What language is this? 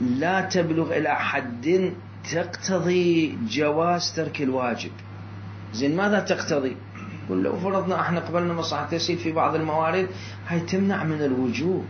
Mesopotamian Arabic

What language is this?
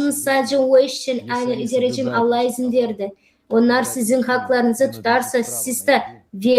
Gagauz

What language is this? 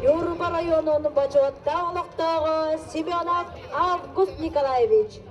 Yakut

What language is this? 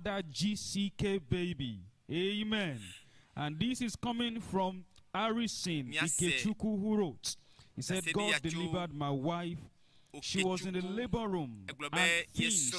Ewe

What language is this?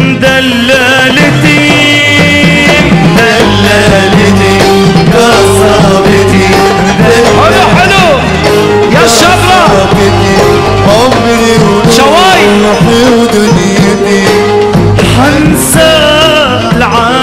North Levantine Arabic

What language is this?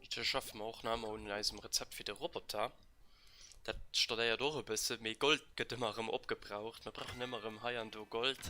Luxembourgish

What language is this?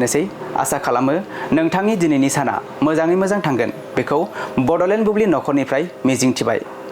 Bodo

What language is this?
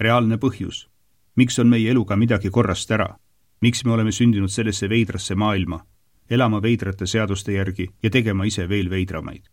Estonian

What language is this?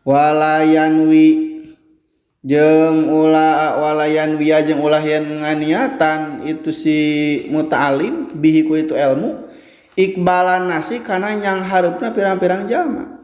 Sundanese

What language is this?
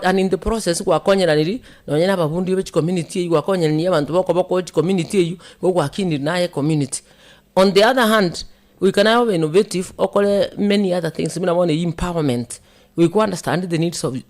Gusii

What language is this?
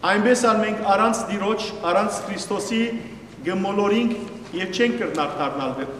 Western Armenian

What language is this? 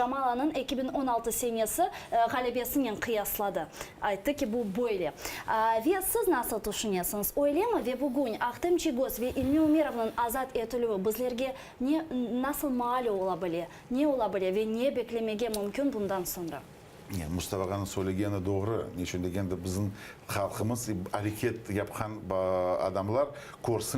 Crimean Tatar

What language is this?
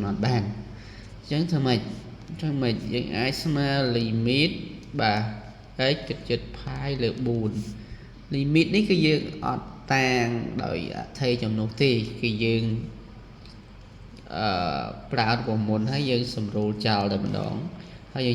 Khmer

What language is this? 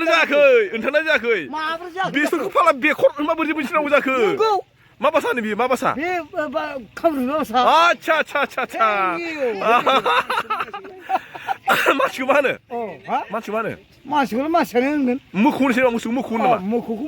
Bodo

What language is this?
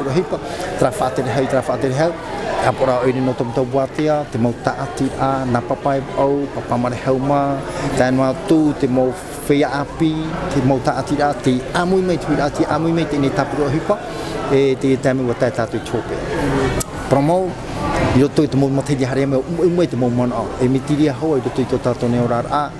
Tahitian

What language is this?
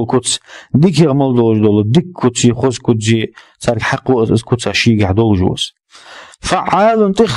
Ingush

